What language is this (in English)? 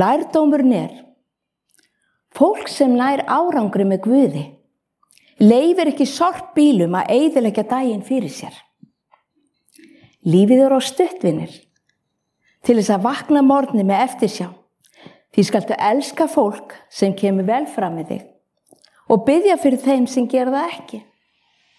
Icelandic